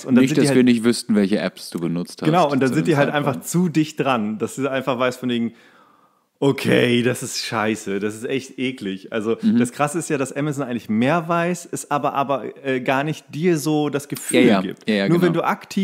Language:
German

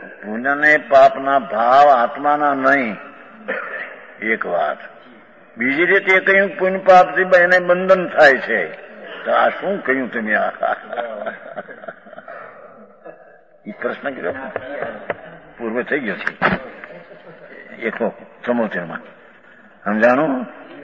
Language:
Gujarati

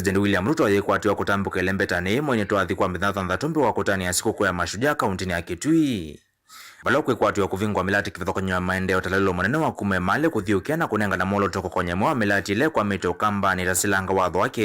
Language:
Kamba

